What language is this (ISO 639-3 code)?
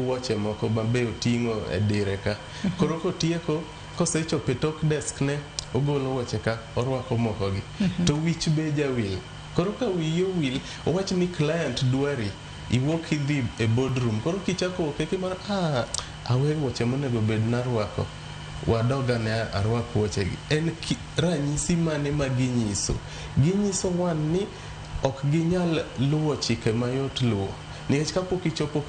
luo